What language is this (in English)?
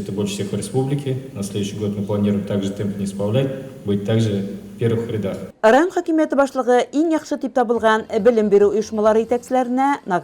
Bashkir